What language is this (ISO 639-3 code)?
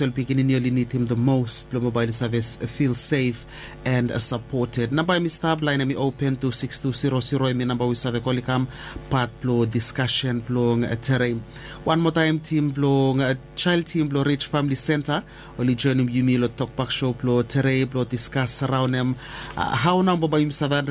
bis